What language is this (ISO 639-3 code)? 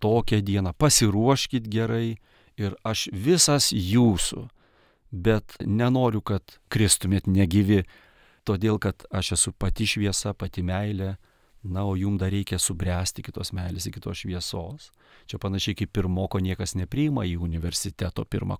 lit